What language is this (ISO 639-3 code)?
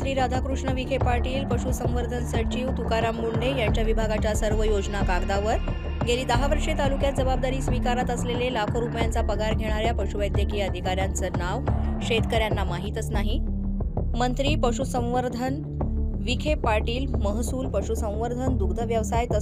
mar